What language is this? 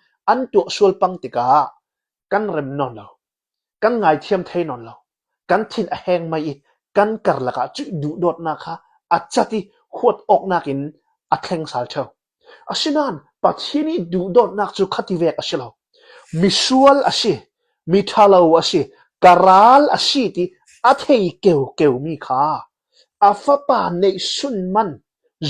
Hakha Chin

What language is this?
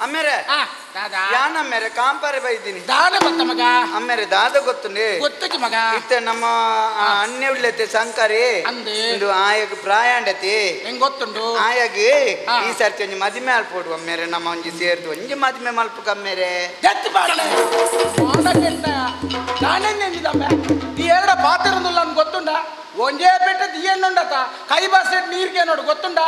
Tulu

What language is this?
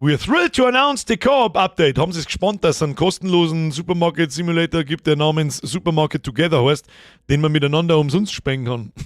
Bavarian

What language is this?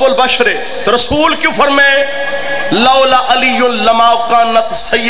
Saraiki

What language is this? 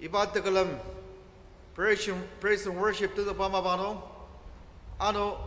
Ao Naga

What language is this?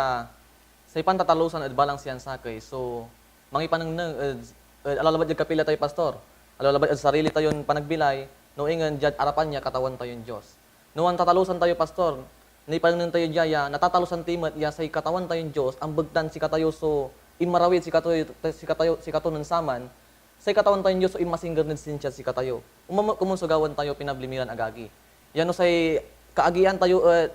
Pangasinan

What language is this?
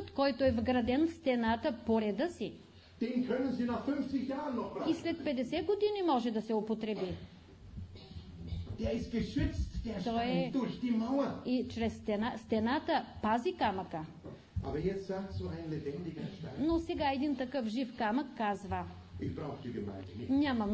Bulgarian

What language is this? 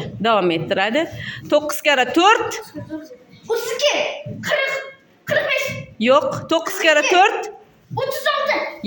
Uzbek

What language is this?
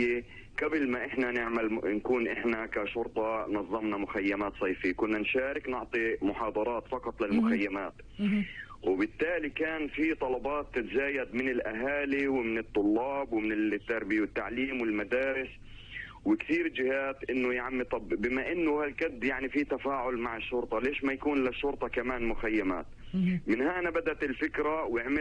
North Levantine Arabic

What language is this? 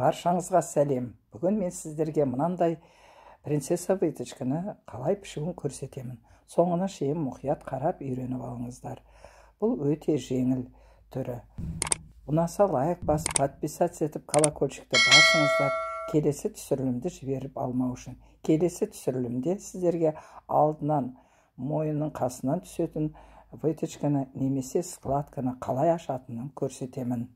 Kazakh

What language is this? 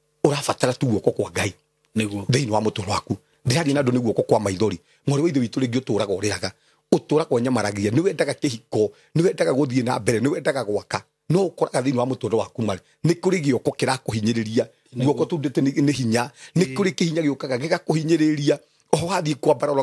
Kikuyu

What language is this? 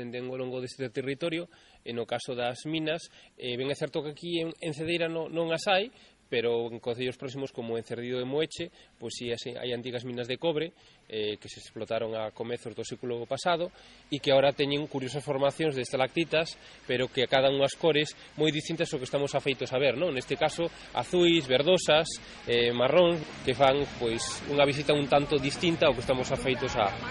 Galician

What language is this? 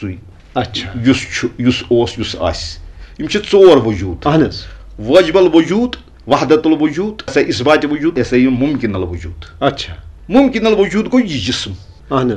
Kashmiri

